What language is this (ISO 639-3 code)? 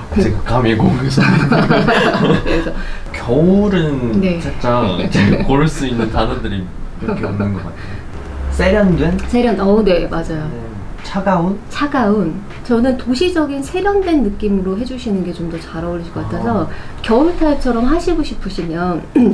kor